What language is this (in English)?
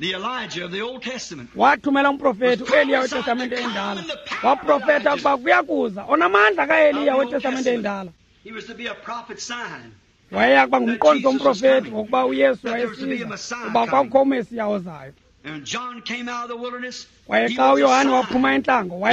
Xhosa